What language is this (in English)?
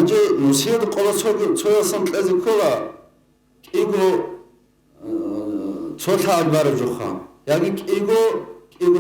Avaric